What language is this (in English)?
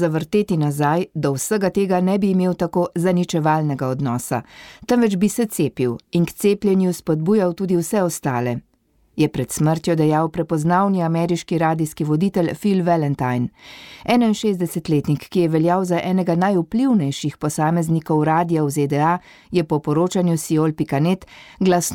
Slovenian